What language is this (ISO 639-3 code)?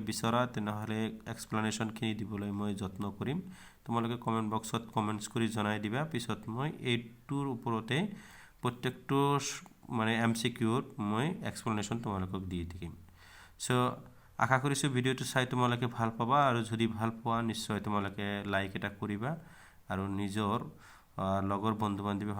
asm